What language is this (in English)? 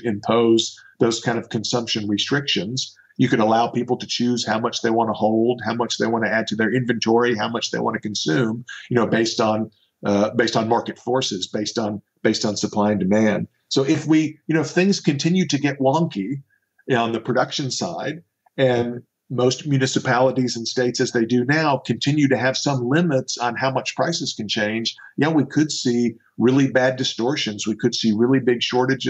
English